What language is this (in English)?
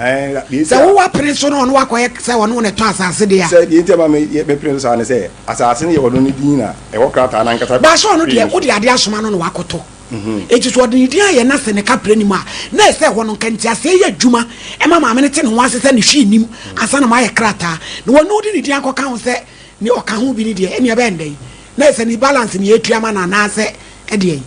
Akan